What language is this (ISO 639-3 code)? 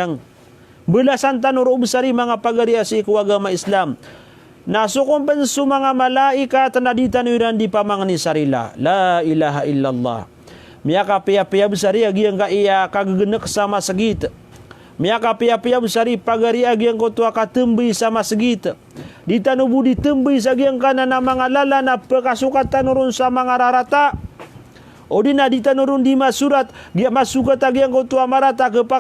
mrw